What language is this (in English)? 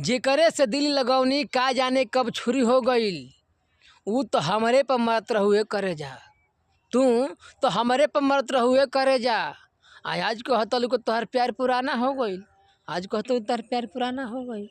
Bhojpuri